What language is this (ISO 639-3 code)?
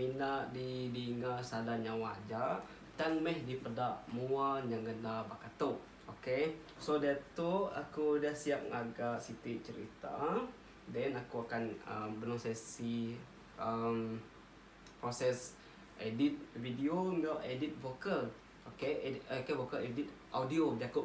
iba